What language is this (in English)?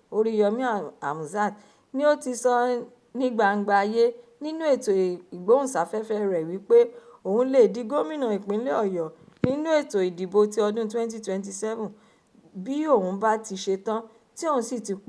Yoruba